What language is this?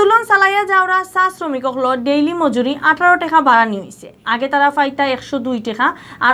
Sylheti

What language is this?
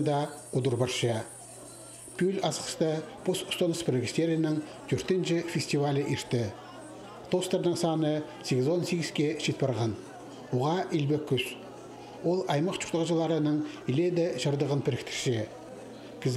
Khakas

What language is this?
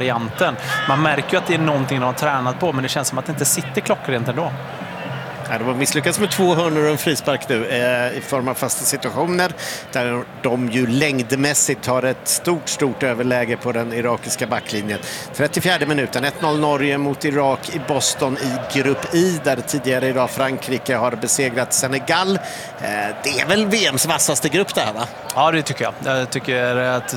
Swedish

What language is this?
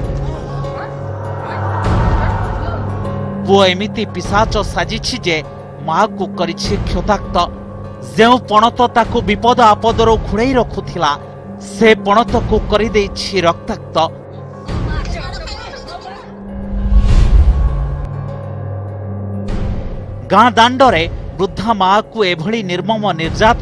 Odia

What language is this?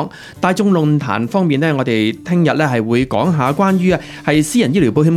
Cantonese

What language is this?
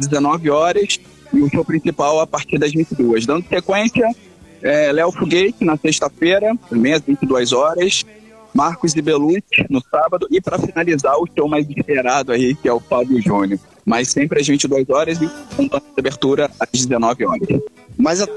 Portuguese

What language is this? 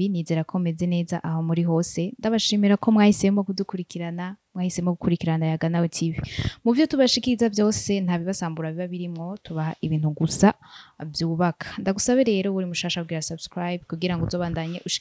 Rundi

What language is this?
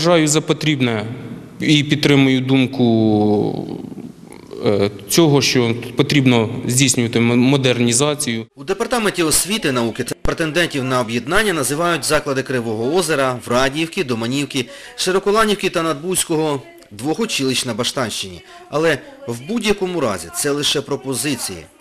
Ukrainian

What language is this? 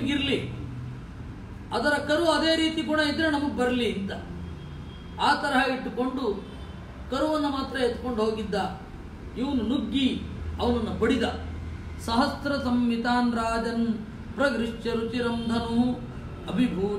Kannada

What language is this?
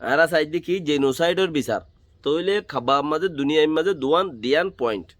Rohingya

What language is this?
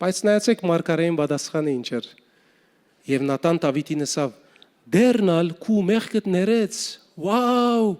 Western Armenian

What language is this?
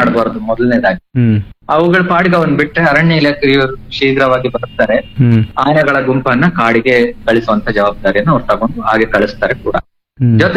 Kannada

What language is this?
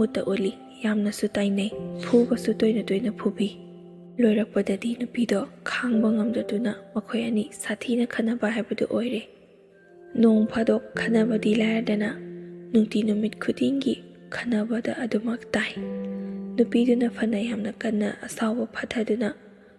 Manipuri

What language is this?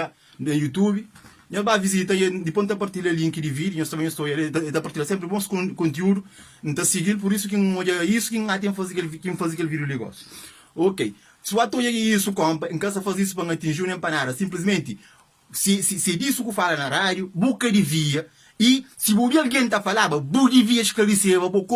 Kabuverdianu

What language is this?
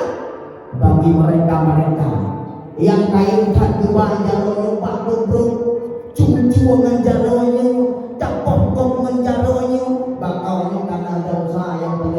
Achinese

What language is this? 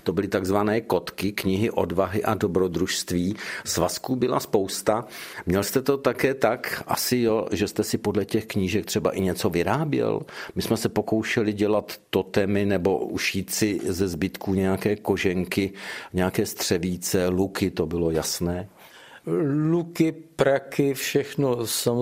Czech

